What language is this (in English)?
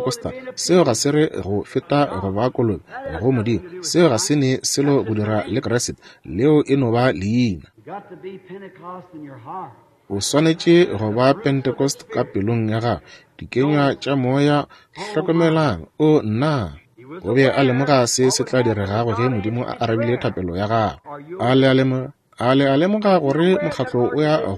Northern Sotho